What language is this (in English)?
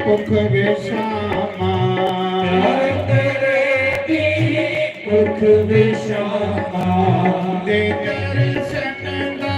Dogri